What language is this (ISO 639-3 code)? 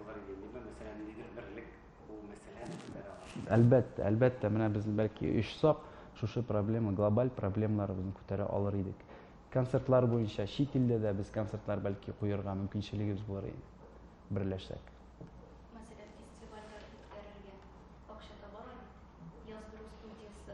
tat